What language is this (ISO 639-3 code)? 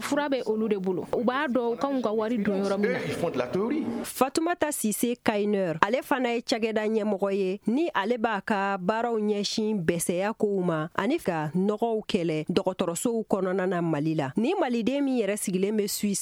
bam